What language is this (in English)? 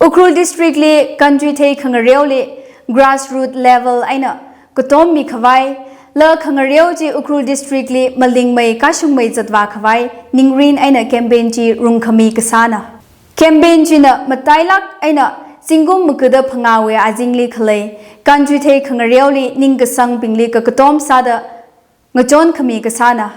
Tangkhul Naga (India)